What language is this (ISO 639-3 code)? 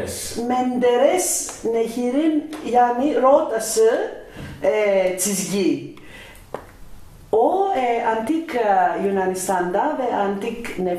tur